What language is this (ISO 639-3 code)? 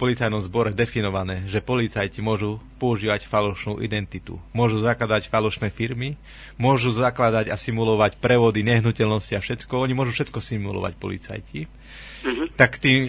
slk